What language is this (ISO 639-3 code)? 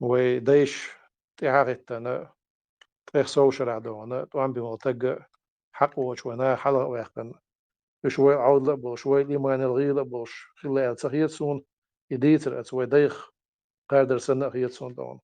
che